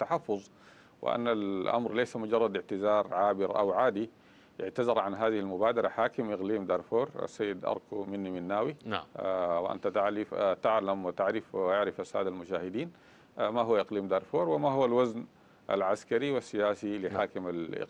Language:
Arabic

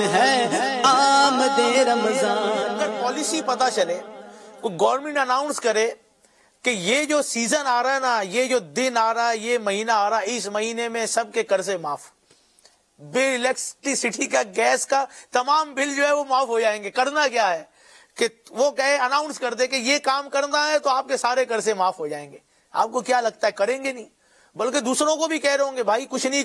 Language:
Urdu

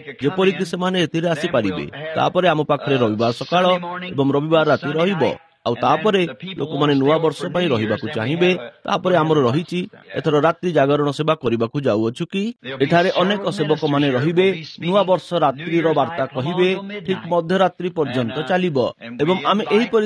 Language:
Odia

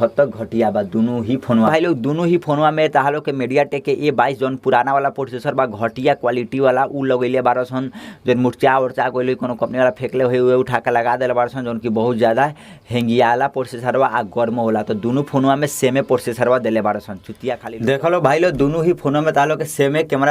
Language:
Bhojpuri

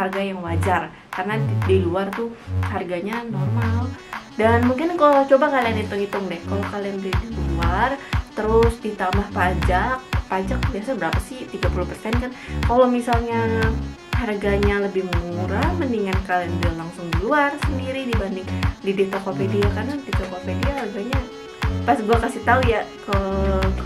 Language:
Indonesian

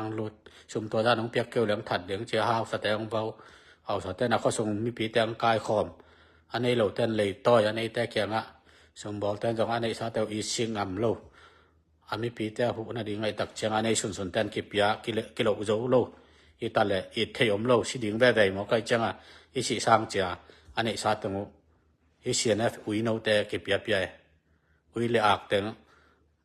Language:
Tedim Chin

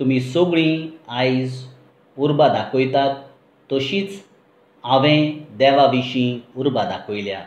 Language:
Konkani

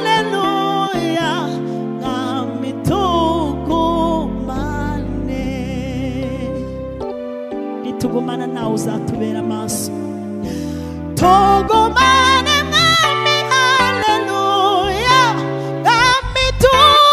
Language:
Kinyarwanda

